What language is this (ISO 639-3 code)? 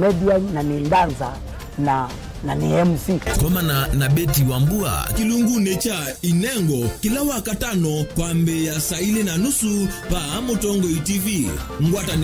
kam